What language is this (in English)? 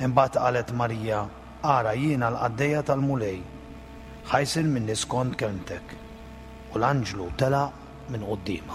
Maltese